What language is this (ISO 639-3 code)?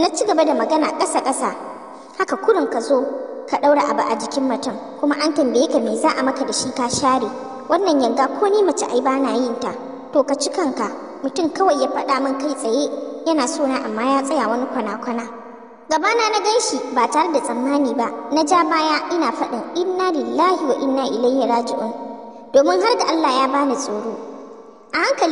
hau